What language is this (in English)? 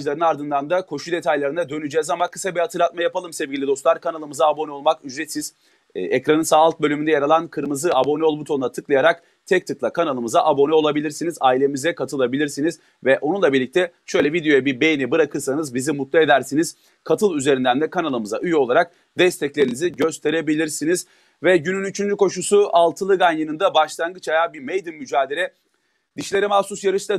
Turkish